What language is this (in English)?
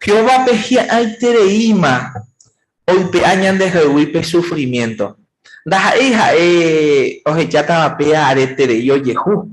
Guarani